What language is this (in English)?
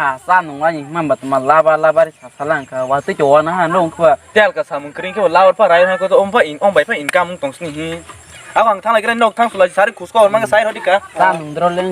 Kok Borok